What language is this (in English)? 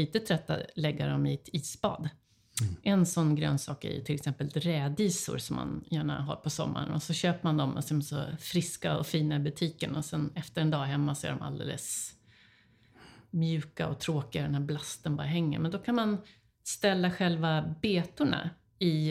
Swedish